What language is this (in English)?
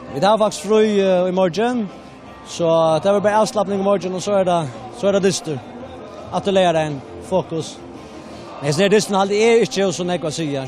Faroese